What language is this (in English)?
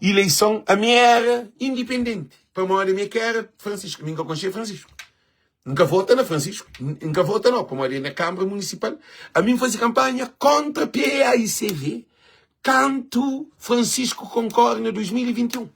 Kabuverdianu